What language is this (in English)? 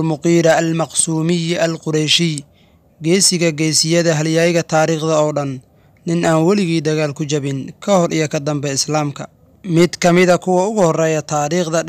Somali